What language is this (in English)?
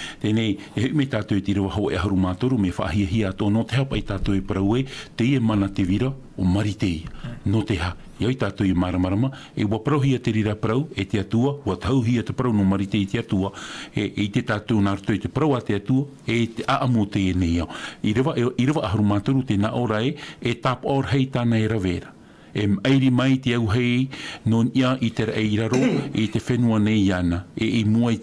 Tahitian